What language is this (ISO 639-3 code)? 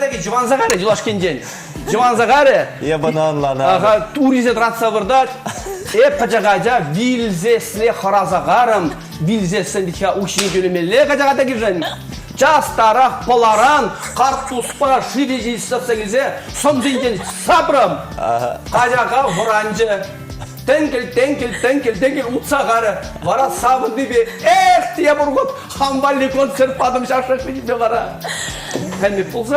chv